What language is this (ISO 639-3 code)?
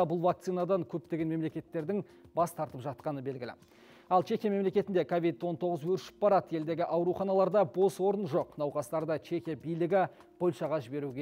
kaz